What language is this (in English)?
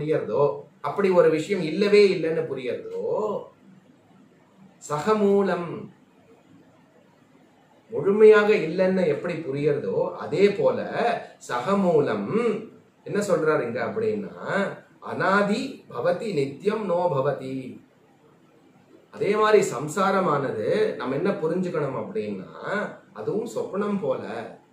Tamil